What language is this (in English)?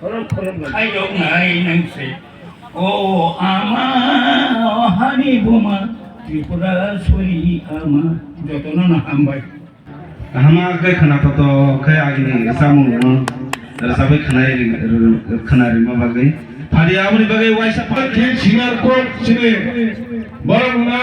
Kok Borok